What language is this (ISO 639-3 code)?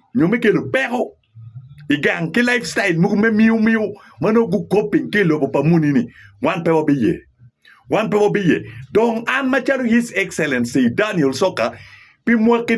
ach